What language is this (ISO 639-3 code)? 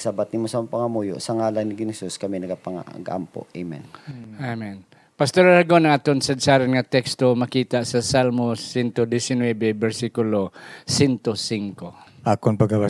hil